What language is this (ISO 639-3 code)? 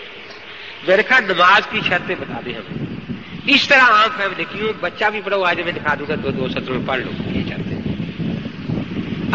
urd